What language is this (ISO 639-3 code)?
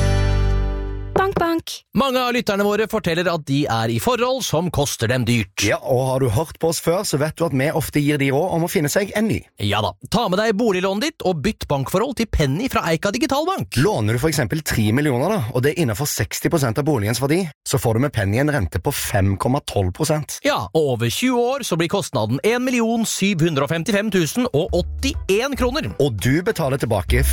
nor